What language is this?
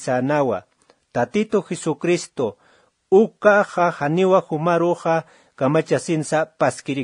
Aymara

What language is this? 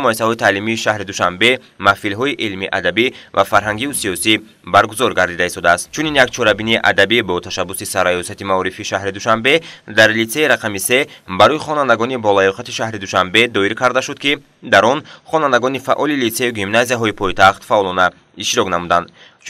Tajik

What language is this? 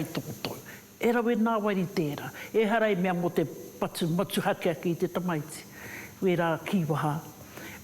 Māori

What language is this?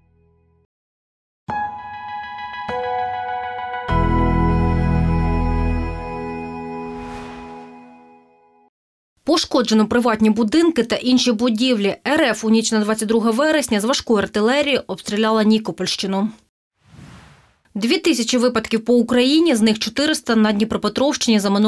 Ukrainian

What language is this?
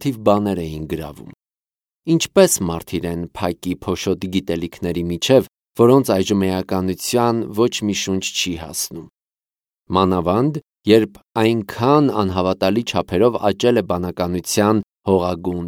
Armenian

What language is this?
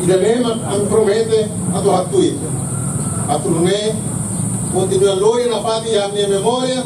Tetum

